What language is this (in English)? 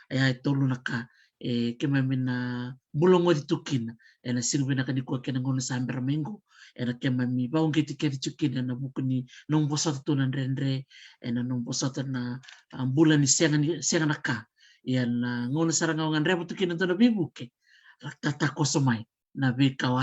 Fijian